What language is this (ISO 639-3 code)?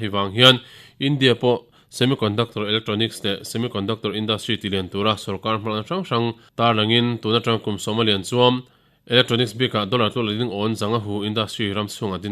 lus